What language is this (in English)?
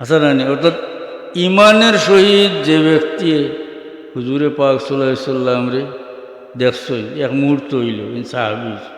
Sylheti